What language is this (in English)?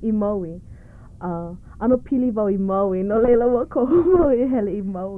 Hawaiian